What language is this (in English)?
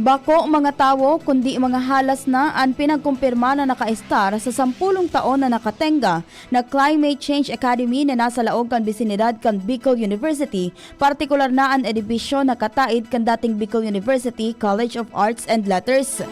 Bikol